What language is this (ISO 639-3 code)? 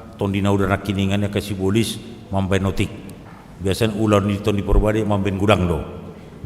bbc